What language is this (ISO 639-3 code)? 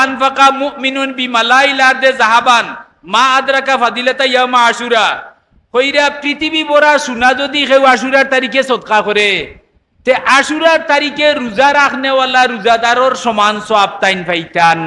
syl